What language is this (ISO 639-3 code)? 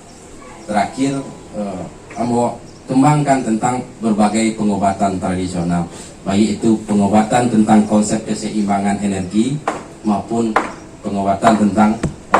min